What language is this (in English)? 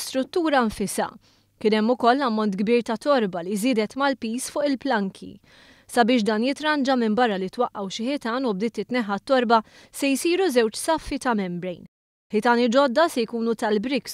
Maltese